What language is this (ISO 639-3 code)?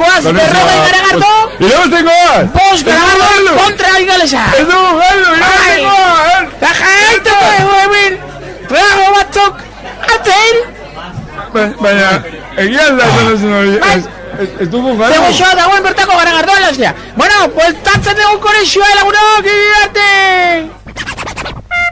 eus